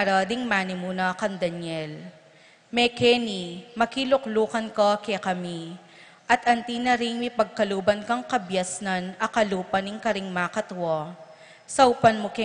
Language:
Pampanga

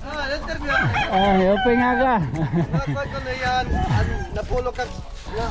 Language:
Waray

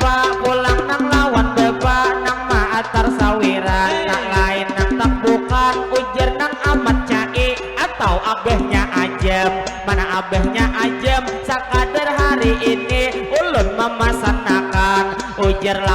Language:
Banjar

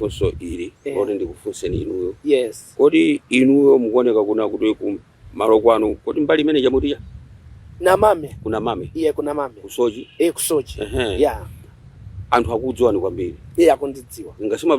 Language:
Nyanja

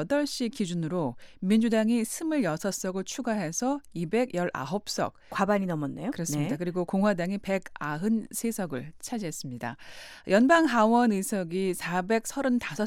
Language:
Korean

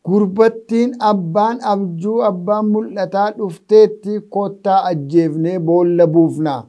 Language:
Oromo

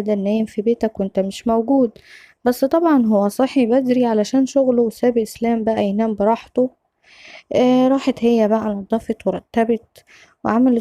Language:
Egyptian Arabic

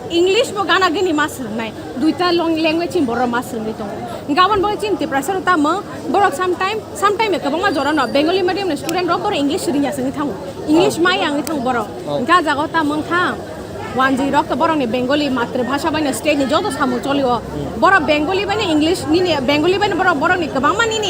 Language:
Kok Borok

